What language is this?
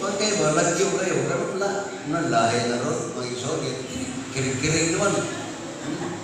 Cebuano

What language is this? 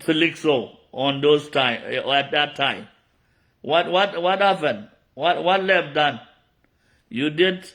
Nuer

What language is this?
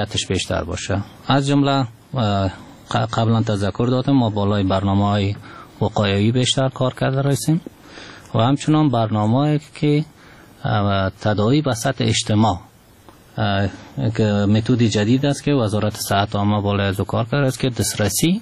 Persian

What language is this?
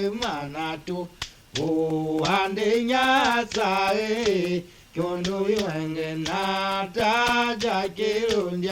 Tiv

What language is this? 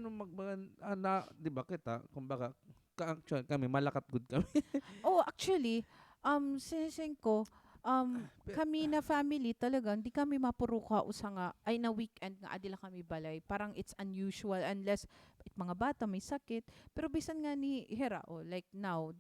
Waray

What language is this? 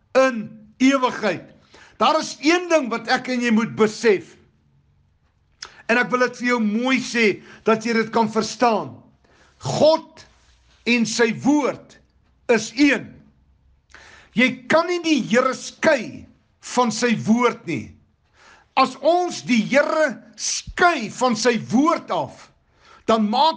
Afrikaans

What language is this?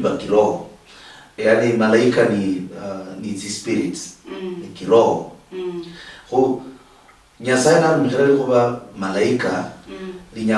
Luyia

